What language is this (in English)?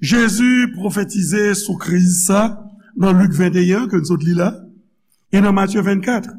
Haitian Creole